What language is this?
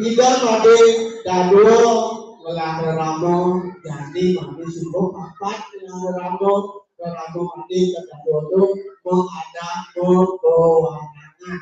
Balinese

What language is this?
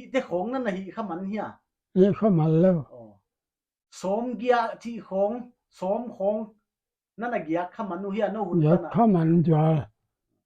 Paite Chin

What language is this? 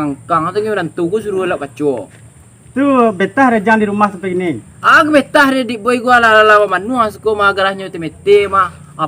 Minangkabau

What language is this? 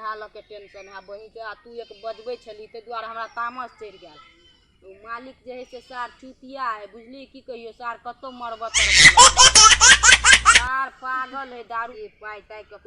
Maithili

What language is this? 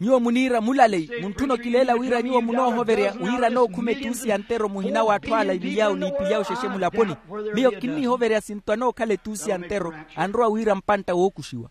Makhuwa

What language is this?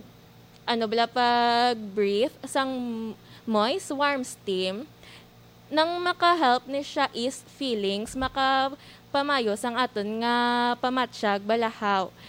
Hiligaynon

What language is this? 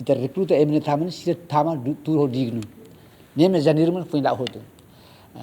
Tetum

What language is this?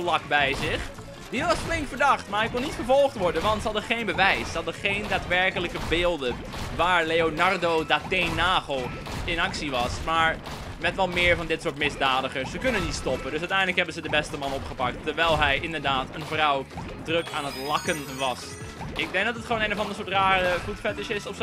Dutch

